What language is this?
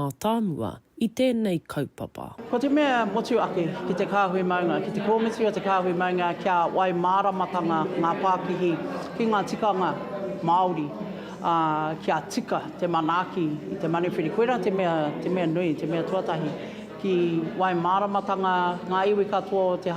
Māori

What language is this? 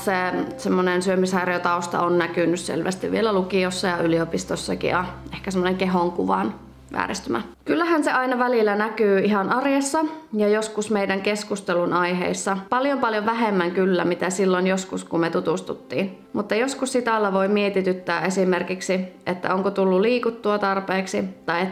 Finnish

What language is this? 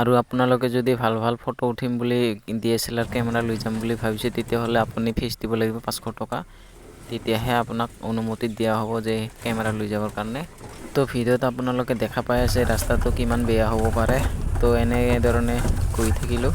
Assamese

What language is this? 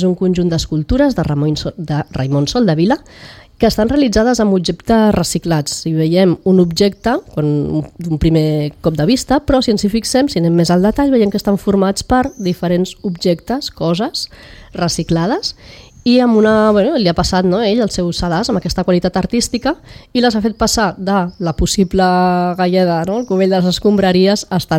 Catalan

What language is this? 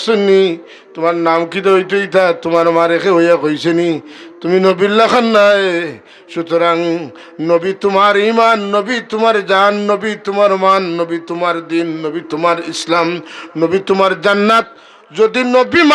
Sylheti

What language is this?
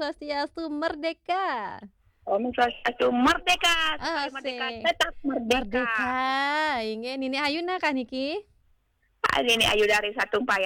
Balinese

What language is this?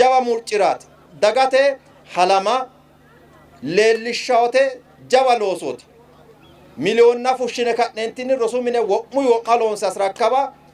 Sidamo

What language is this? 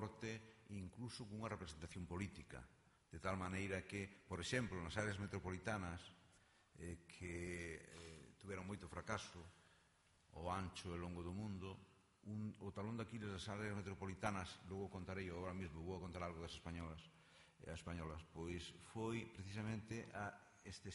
Galician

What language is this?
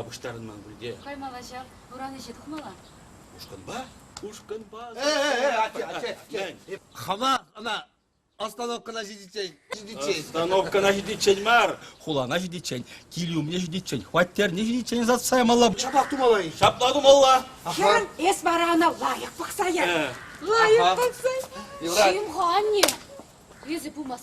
Chuvash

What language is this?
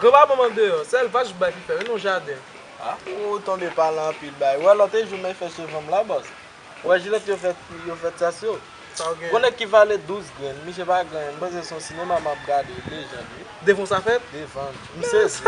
Haitian Creole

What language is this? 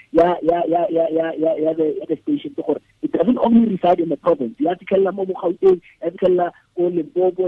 Tswana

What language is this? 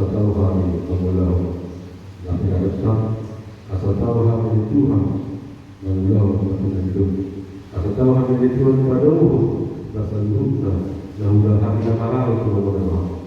Batak Toba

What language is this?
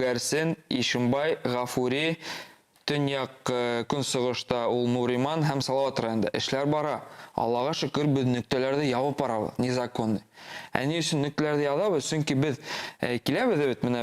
Bashkir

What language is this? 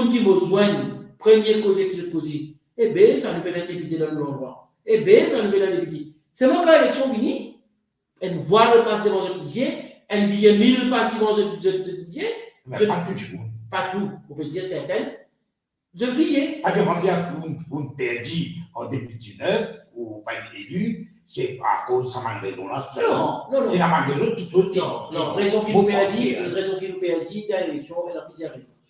Morisyen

